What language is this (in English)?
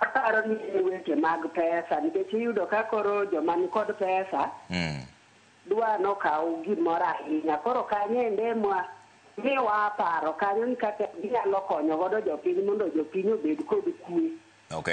Luo (Kenya and Tanzania)